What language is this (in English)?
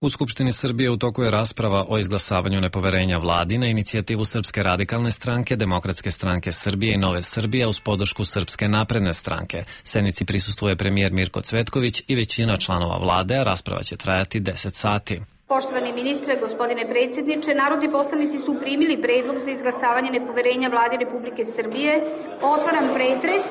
Serbian